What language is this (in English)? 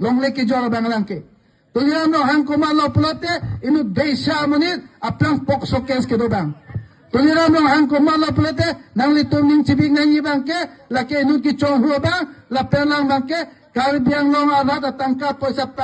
Karbi